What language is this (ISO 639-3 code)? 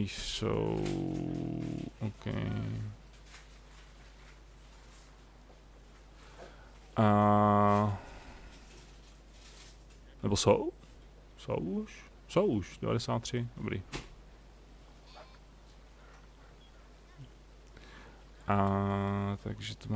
ces